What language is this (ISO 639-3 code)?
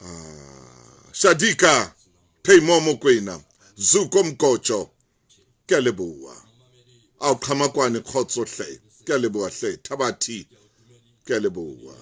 sot